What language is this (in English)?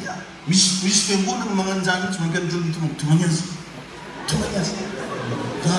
Malagasy